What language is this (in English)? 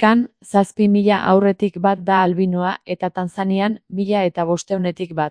Basque